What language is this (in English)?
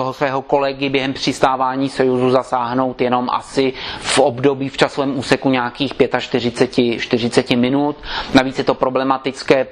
Czech